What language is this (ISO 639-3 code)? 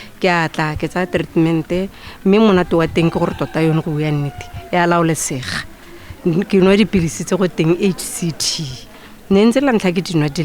tsn